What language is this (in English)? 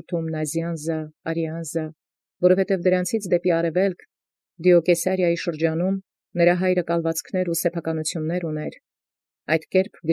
Armenian